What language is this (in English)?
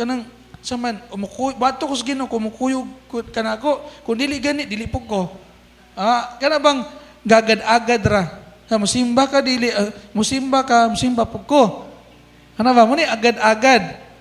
Cebuano